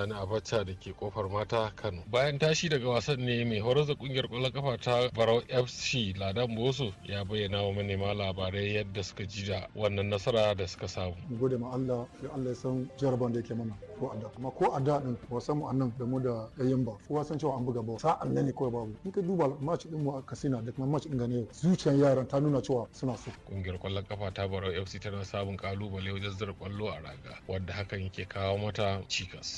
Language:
Hausa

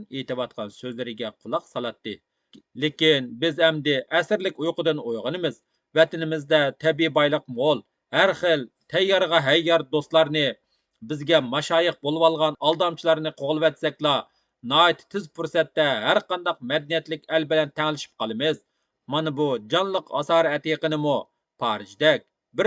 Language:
Uyghur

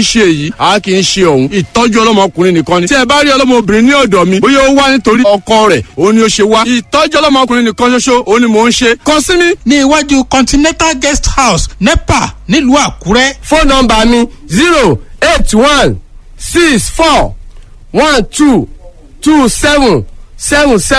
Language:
Yoruba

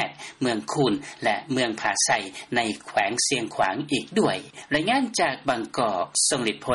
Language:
Lao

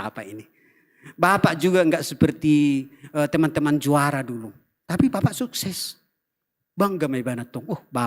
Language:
Batak Toba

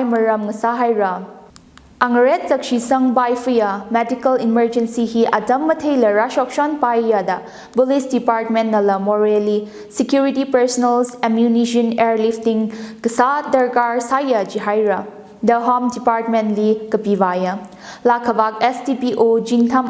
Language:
Tangkhul Naga (India)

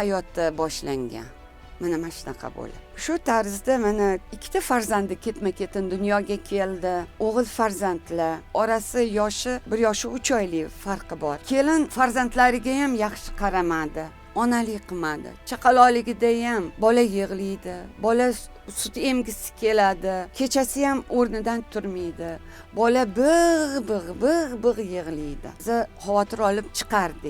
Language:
Uzbek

